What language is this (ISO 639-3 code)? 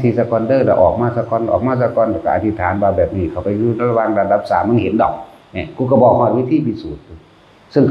tts